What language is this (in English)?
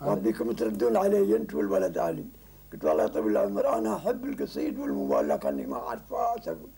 Gulf Arabic